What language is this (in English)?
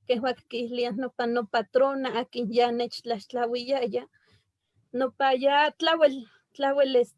Eastern Huasteca Nahuatl